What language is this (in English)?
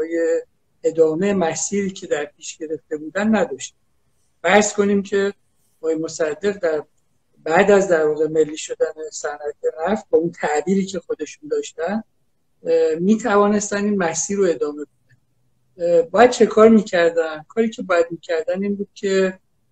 Persian